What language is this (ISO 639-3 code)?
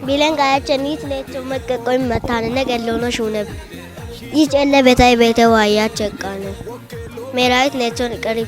kbr